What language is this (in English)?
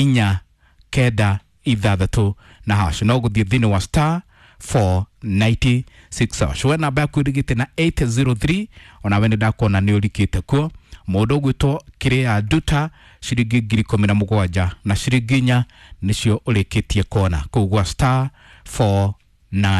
Kikuyu